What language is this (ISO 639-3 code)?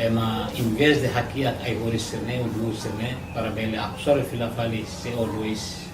tet